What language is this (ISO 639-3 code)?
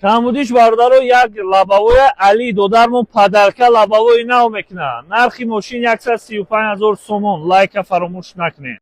tgk